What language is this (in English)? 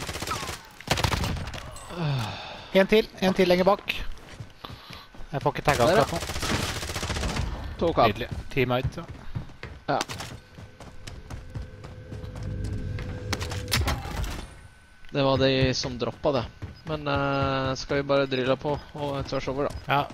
Norwegian